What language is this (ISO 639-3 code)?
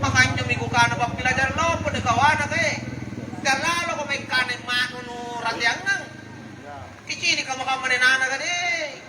mak